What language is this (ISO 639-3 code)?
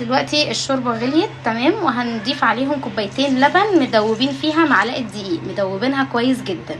arz